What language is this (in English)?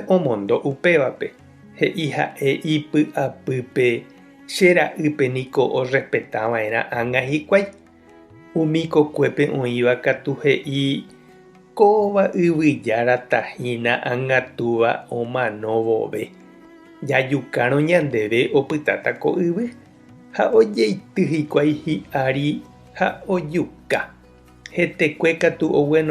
Guarani